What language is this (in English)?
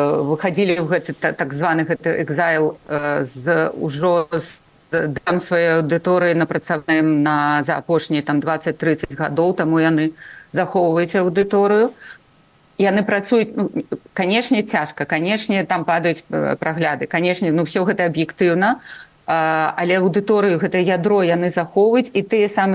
Belarusian